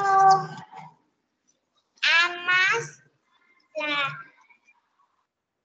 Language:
Vietnamese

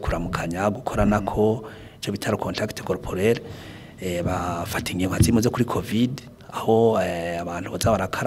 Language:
Rundi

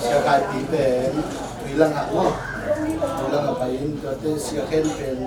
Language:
Tedim Chin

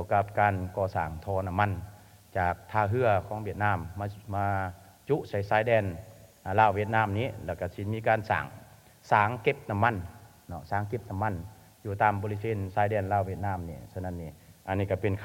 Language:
Lao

